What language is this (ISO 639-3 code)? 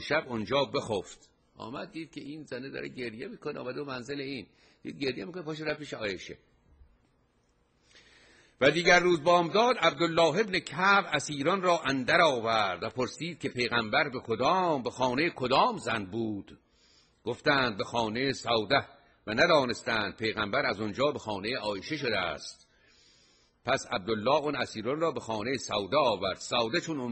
fas